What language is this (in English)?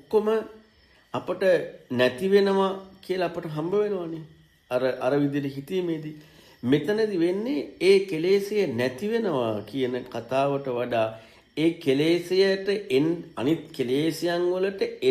Sinhala